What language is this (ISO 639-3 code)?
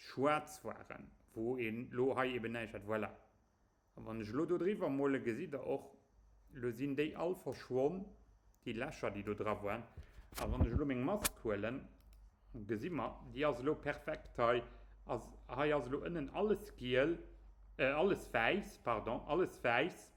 ltz